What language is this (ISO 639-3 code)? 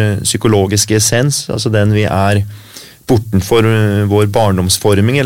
nor